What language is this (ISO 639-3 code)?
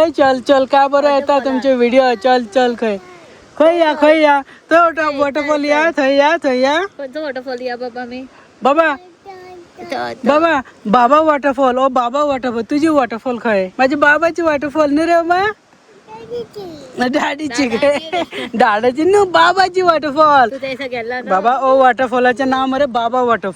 kok